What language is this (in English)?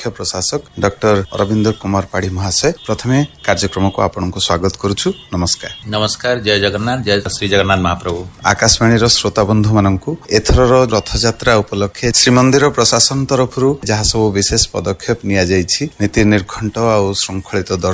Odia